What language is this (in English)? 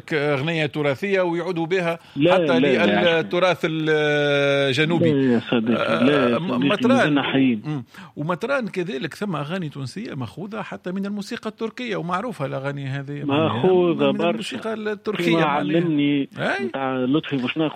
Tunisian Arabic